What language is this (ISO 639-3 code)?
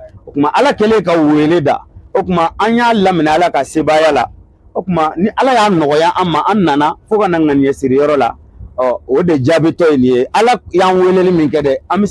bam